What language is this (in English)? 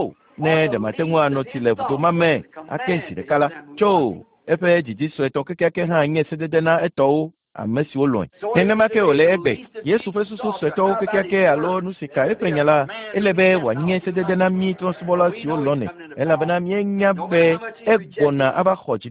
Ewe